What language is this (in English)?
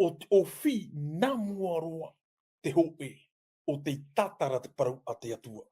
Tahitian